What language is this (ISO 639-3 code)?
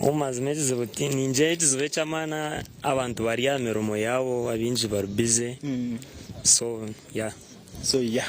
nyn